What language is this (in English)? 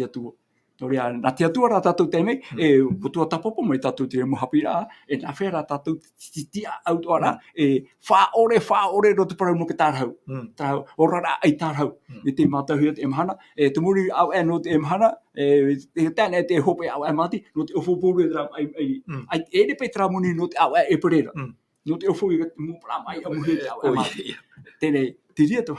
Tahitian